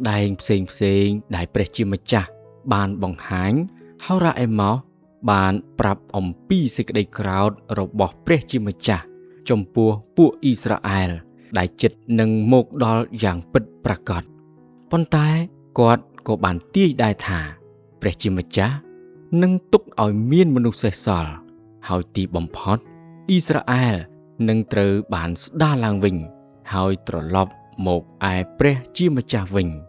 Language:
Khmer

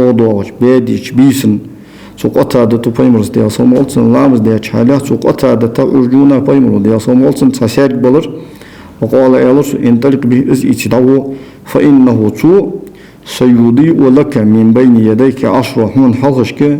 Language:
Ingush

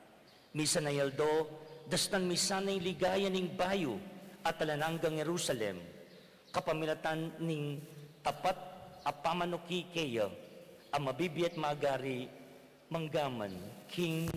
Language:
Pampanga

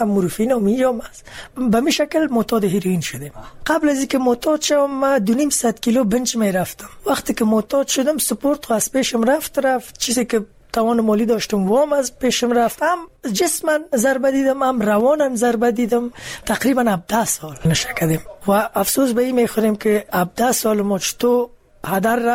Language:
Persian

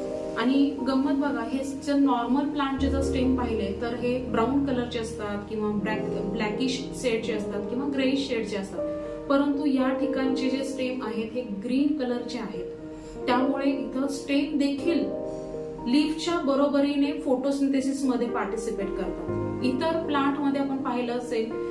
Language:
Marathi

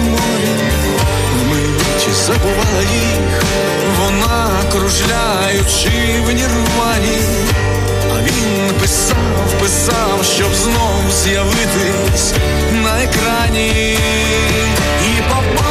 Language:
Ukrainian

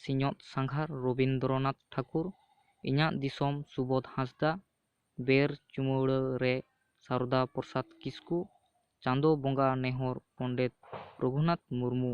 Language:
Santali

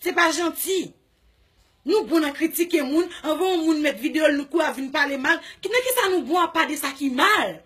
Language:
Haitian Creole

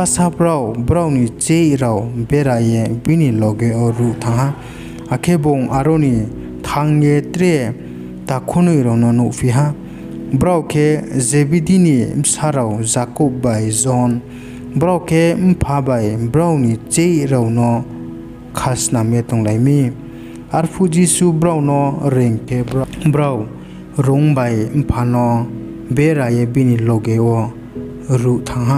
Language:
Riang (India)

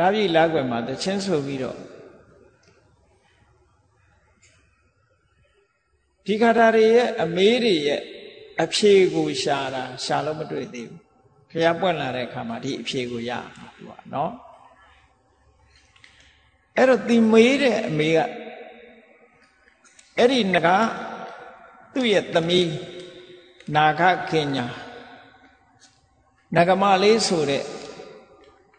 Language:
Burmese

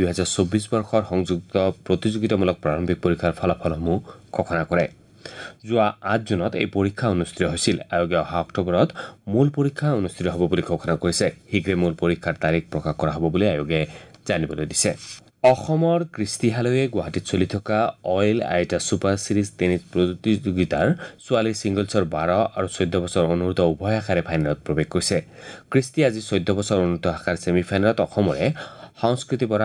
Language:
Assamese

